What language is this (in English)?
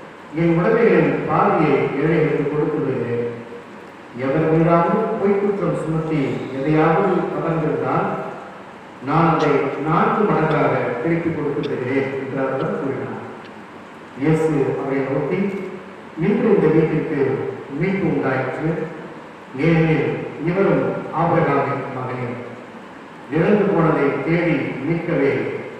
Tamil